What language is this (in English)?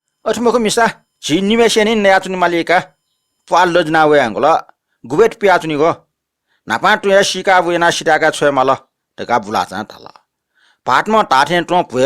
Newari